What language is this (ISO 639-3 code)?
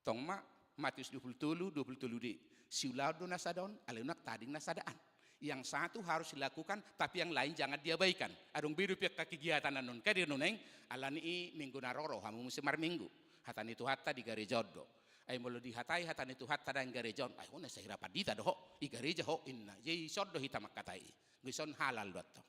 bbc